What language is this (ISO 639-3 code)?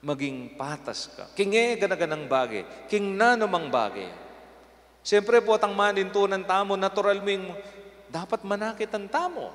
pam